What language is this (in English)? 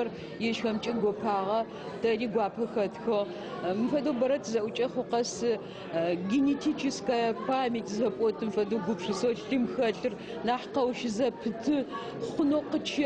Adyghe